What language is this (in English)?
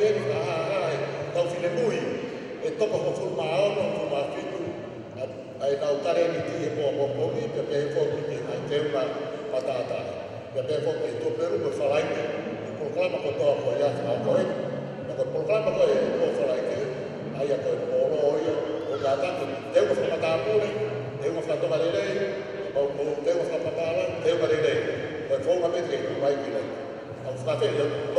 Tongan